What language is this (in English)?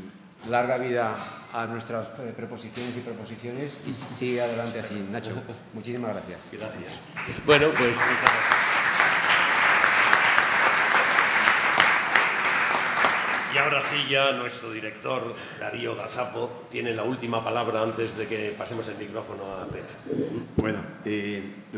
Spanish